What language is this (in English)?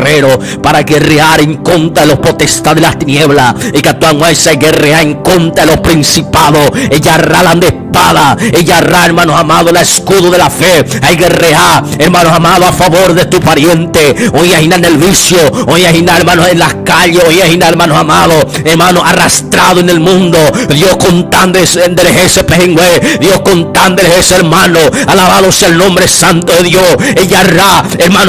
Guarani